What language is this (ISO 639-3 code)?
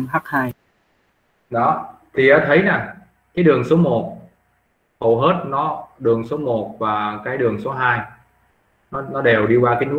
vie